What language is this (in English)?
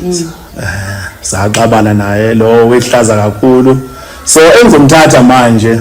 Zulu